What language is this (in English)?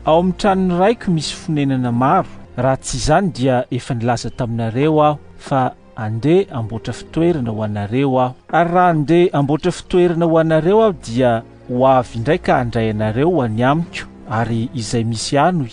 Malagasy